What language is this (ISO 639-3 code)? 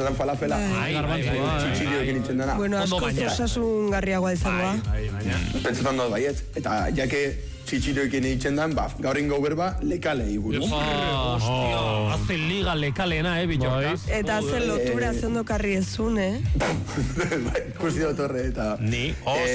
eus